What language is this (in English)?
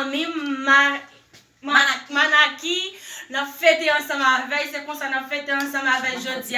Haitian Creole